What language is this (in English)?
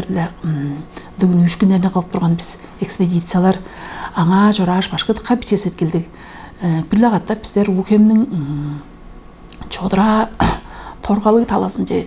Tuvinian